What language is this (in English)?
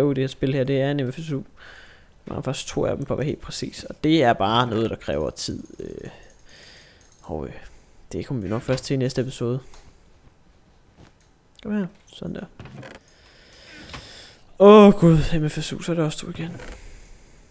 Danish